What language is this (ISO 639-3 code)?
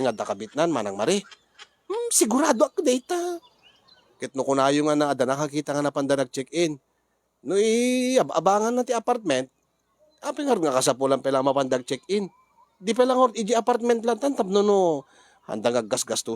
ilo